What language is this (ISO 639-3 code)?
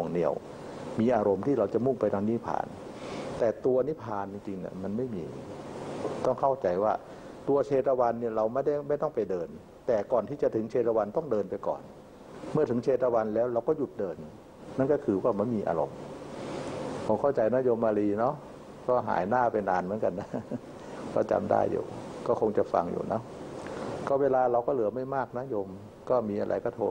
tha